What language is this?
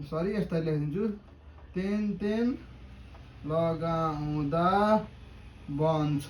Nepali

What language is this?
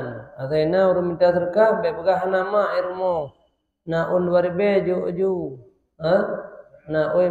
Achinese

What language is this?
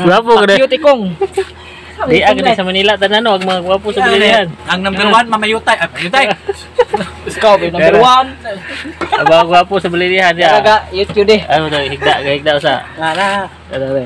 Cebuano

